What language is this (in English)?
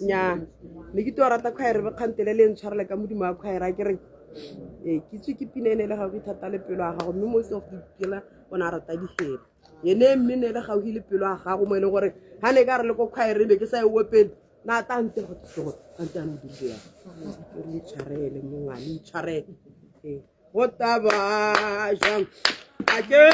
Tswana